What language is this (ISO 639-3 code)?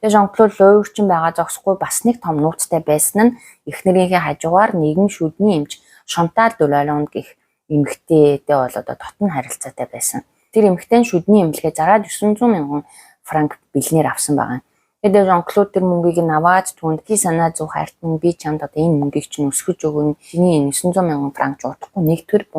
mon